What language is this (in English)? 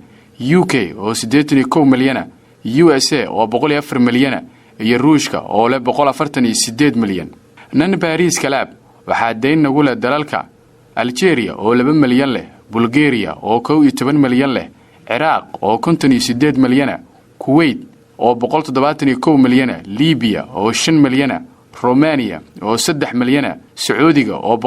Somali